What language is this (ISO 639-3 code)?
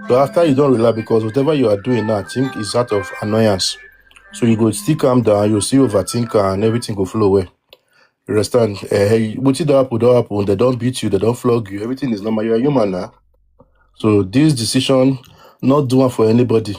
pcm